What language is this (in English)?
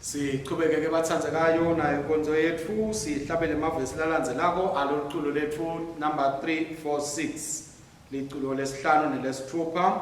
Swati